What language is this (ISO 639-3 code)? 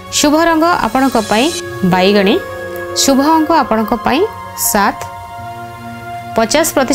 ori